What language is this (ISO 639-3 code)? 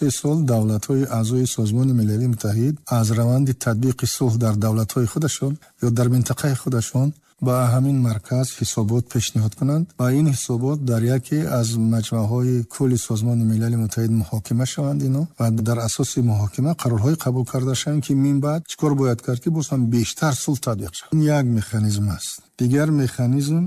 tgk